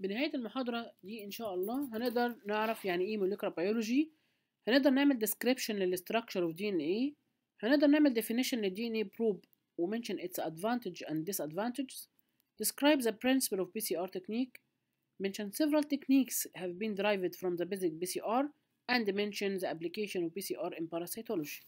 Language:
Egyptian Arabic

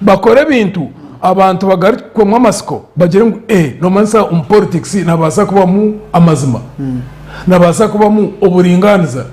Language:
Nyankole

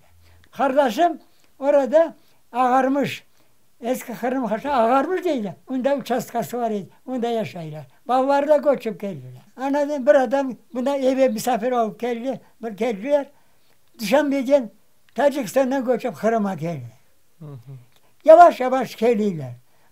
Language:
Crimean Tatar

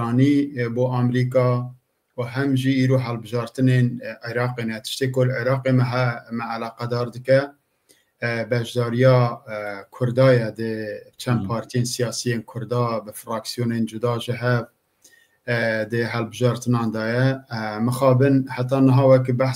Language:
Kurdish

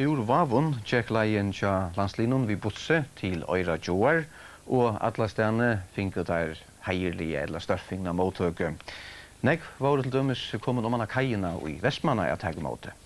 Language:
Faroese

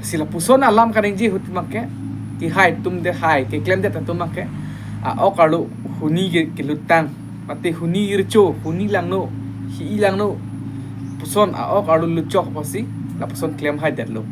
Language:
Karbi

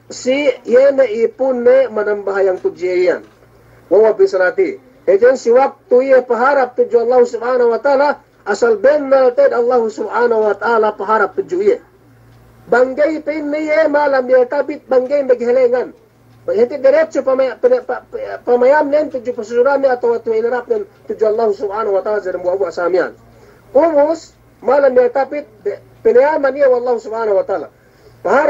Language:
Yakan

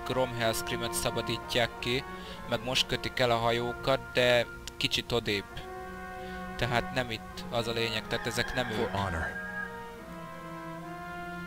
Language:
Hungarian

